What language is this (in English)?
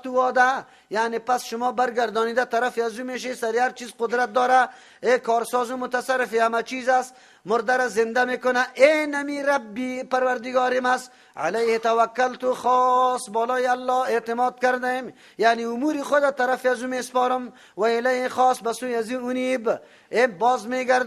Persian